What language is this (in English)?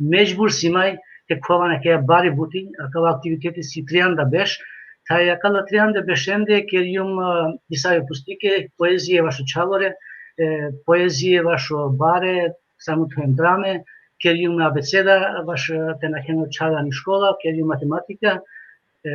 Balkan Romani